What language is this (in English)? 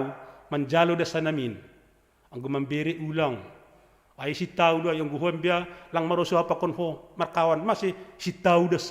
Batak Simalungun